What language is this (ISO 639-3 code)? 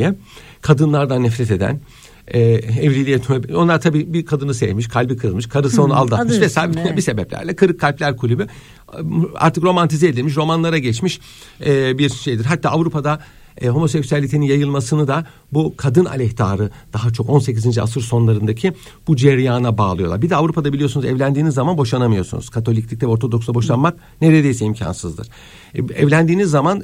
tur